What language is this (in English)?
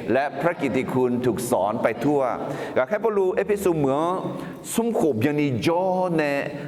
Akha